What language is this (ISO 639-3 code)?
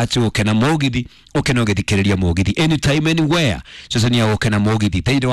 kik